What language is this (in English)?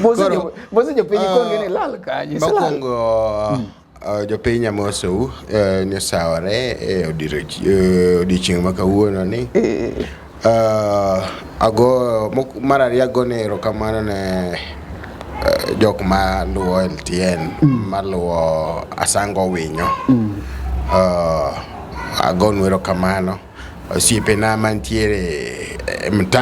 Luo (Kenya and Tanzania)